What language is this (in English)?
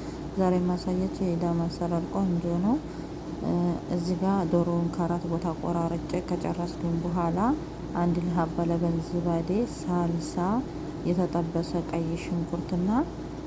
Amharic